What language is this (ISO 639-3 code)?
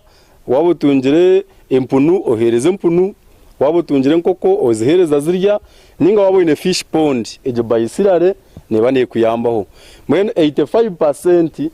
nyn